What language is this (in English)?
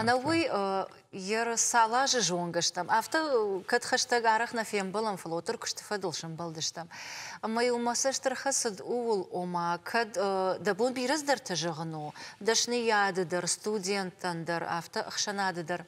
Ossetic